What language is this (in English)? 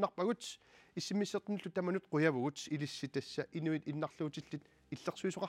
Kalaallisut